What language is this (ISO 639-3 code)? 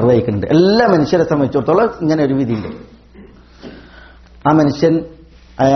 mal